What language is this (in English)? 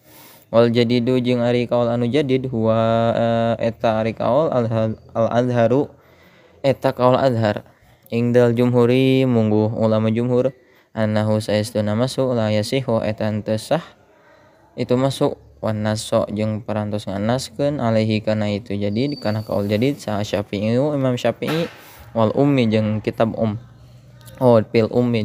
Sundanese